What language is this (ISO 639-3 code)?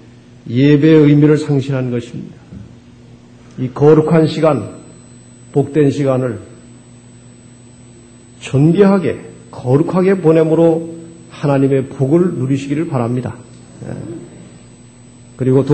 kor